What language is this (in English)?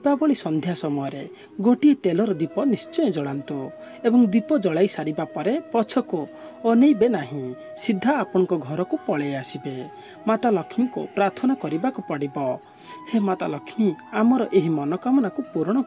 Odia